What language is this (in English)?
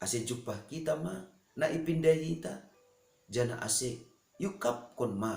Batak Simalungun